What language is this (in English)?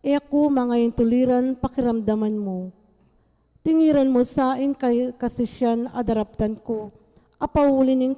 Pampanga